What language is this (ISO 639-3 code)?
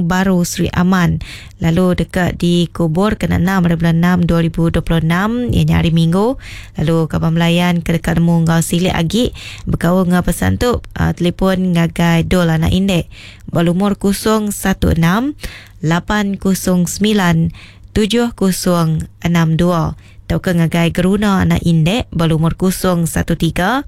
iba